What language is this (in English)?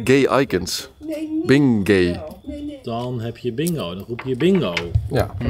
Dutch